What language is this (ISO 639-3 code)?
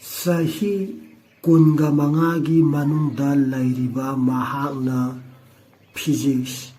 mni